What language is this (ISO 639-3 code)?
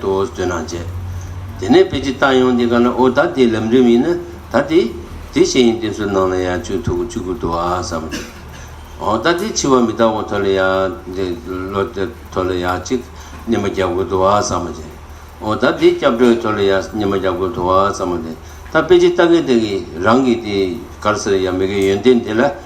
bod